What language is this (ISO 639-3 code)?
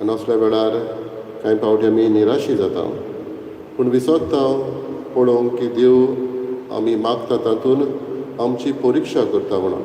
kok